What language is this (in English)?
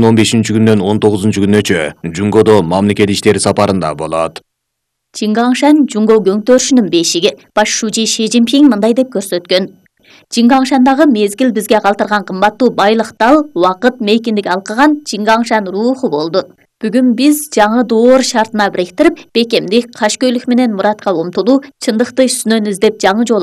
Kyrgyz